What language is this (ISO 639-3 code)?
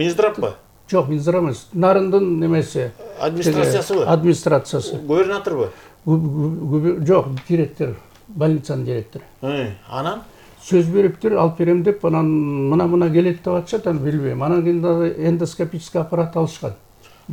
kir